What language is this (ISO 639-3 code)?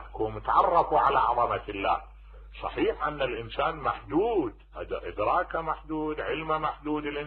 acm